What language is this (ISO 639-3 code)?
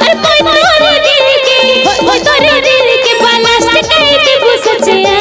sck